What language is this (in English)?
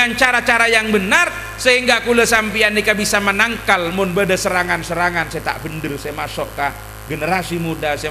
Madurese